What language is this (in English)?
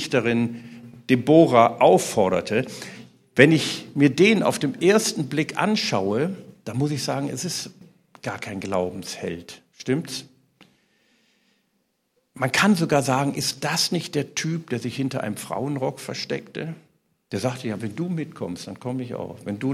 German